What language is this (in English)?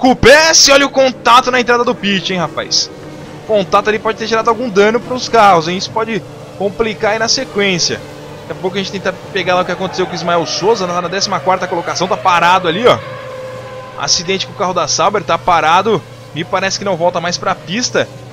Portuguese